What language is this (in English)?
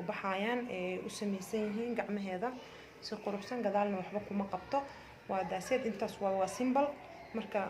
Somali